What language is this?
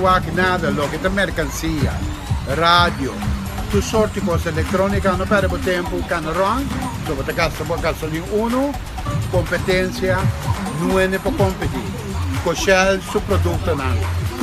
Papiamento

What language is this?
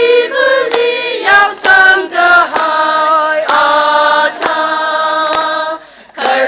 Tangkhul Naga (India)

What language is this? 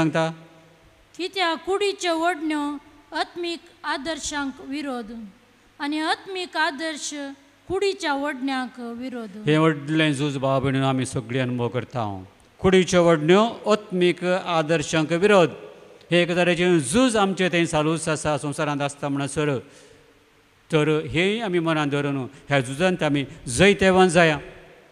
Konkani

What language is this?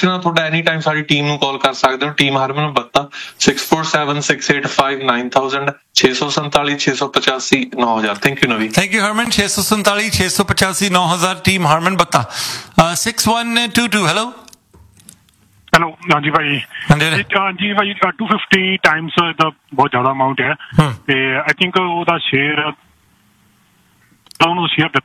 Punjabi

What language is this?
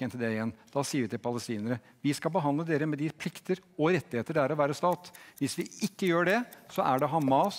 Norwegian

